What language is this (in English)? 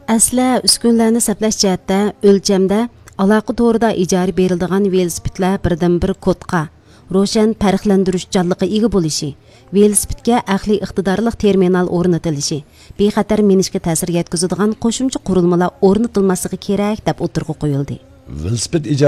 Uyghur